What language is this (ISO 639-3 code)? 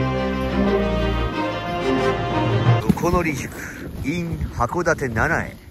jpn